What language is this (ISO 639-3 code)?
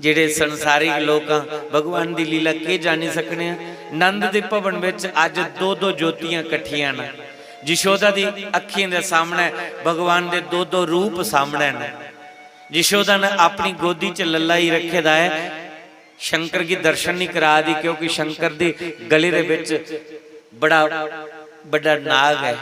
doi